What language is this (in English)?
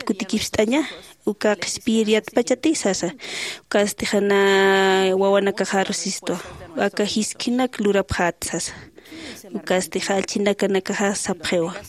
Aymara